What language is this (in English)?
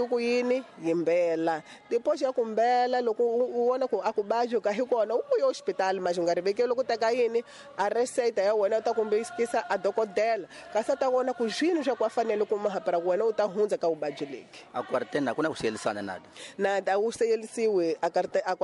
Tsonga